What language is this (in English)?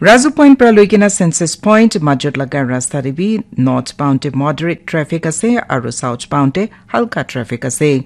Naga Pidgin